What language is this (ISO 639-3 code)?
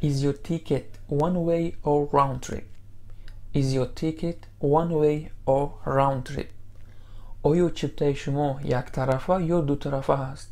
tgk